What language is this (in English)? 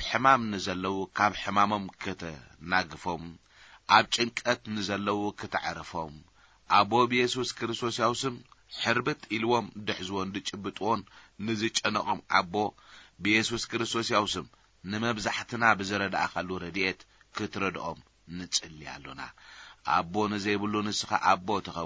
Tigrinya